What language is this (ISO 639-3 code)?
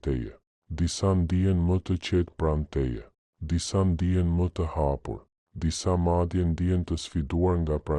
sqi